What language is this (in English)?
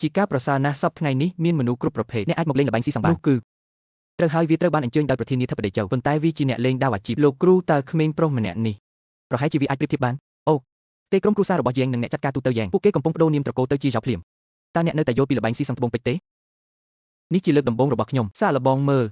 Khmer